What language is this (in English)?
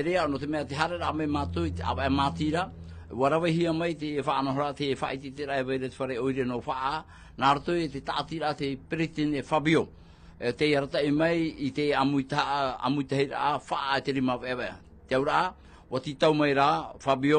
Tahitian